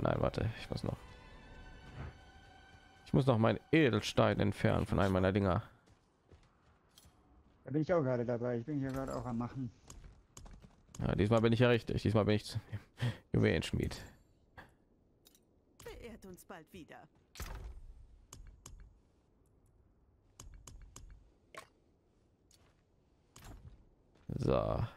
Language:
German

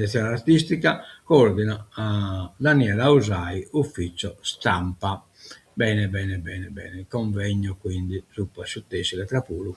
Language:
Sardinian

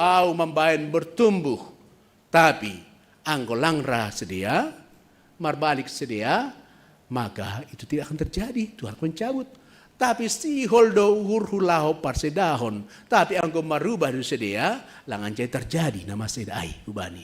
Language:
Batak Simalungun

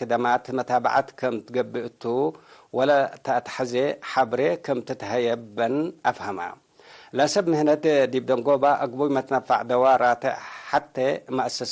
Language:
Tigre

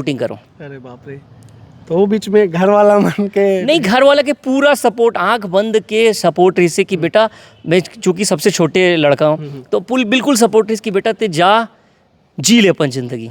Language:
Chhattisgarhi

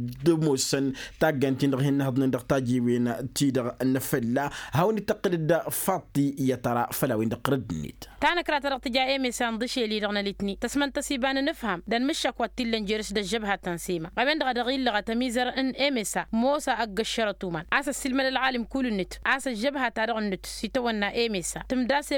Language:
Tamasheq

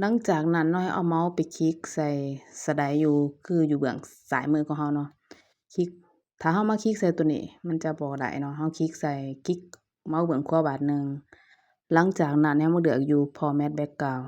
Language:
Lao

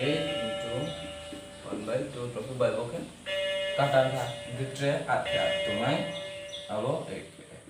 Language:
Riang (India)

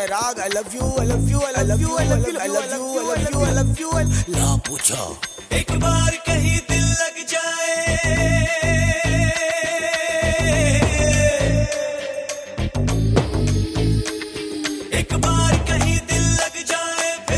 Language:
Hindi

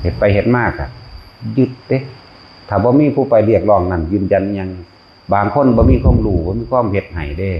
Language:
Northeastern Thai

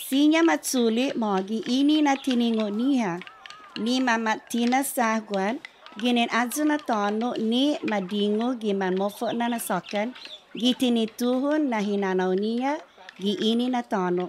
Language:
Chamorro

